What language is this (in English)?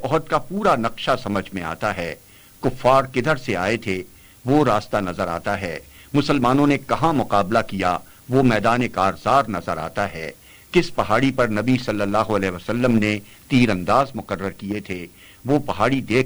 Urdu